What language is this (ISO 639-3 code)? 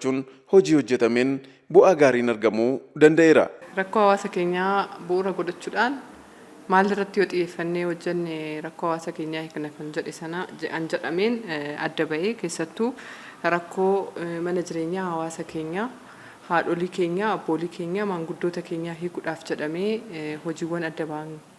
orm